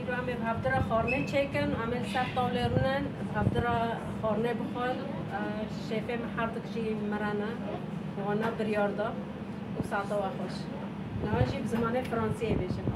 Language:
Kurdish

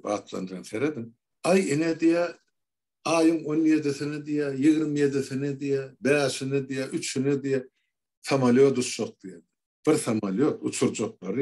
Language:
Turkmen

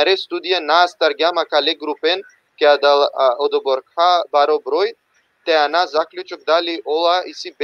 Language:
Balkan Romani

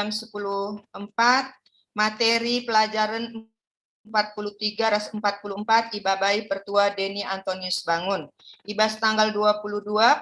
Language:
Batak Karo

